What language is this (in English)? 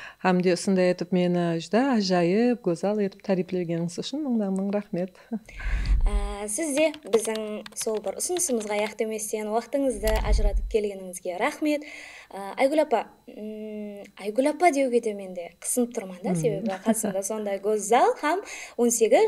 Kara-Kalpak